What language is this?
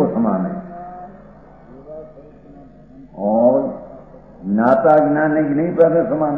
Hindi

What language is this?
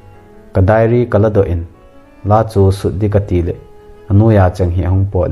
Thado Chin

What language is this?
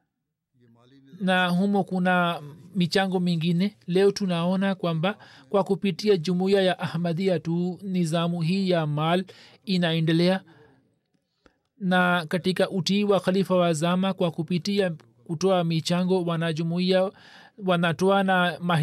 Swahili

